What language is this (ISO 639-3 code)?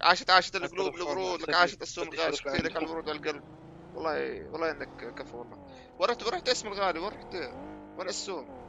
apc